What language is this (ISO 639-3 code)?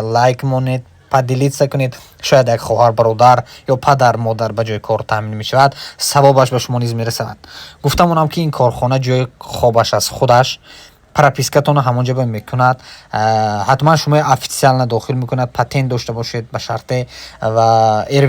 tgk